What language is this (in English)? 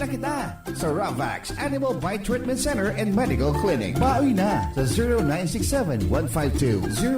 Bikol